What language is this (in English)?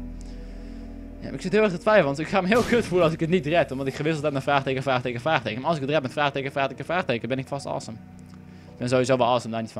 Dutch